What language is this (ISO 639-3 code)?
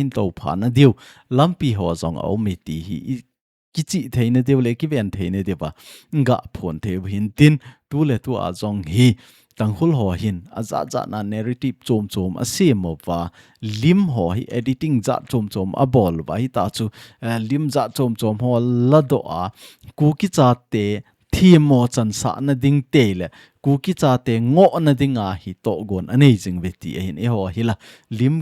tcz